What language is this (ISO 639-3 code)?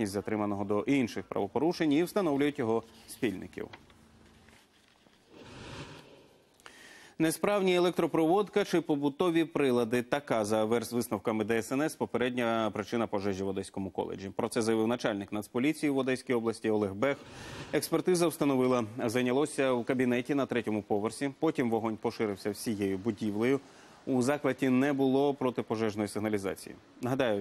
ukr